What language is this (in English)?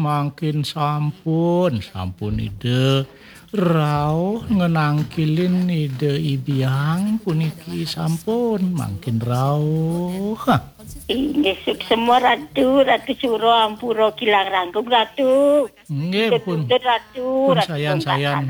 Balinese